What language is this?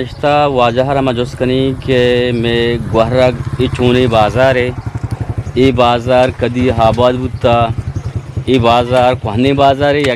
Eastern Balochi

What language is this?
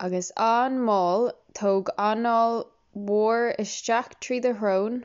Irish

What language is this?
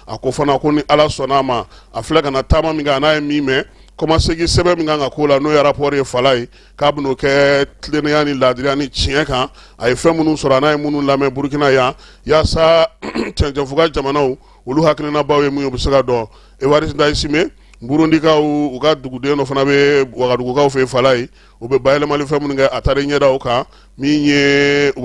Bambara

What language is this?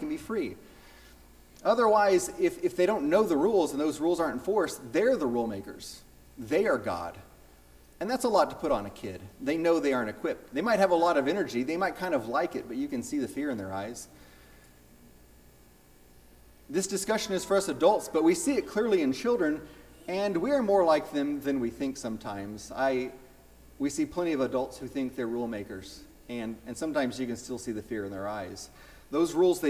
English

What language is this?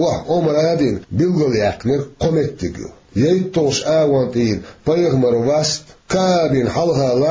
Chechen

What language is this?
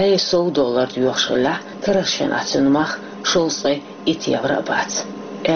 Chechen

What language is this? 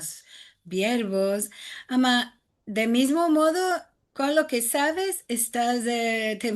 Ladino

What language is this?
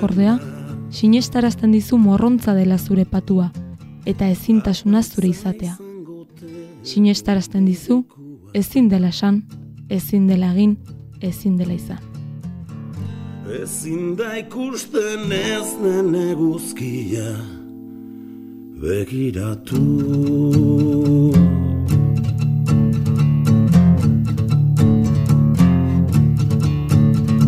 Basque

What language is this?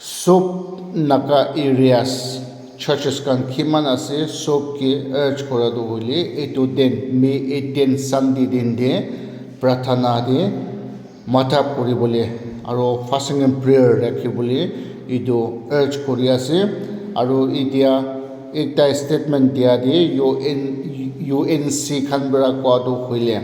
Naga Pidgin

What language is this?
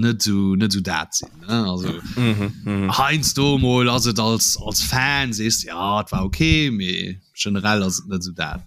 Luxembourgish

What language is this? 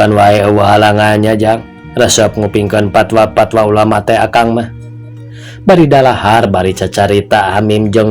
Sundanese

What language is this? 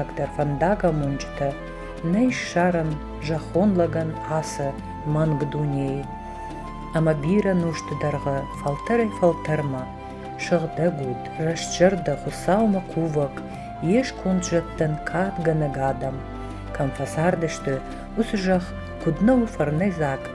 Ossetic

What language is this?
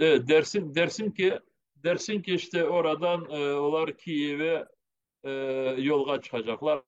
Crimean Tatar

